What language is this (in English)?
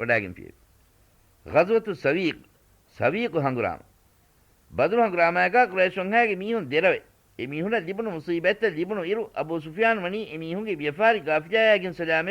Divehi